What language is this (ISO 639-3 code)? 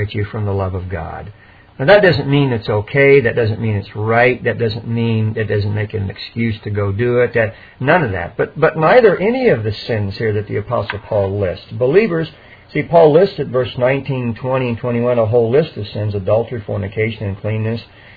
eng